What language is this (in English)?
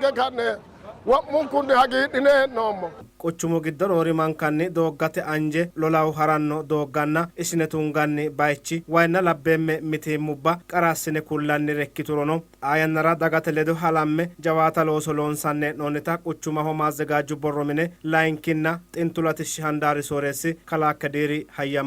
Sidamo